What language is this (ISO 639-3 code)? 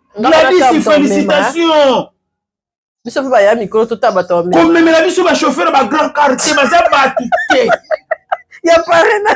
lin